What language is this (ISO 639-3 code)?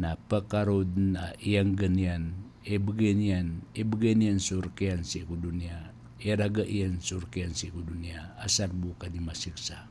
mrw